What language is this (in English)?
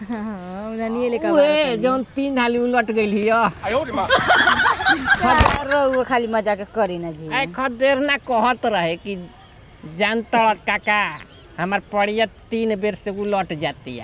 Bhojpuri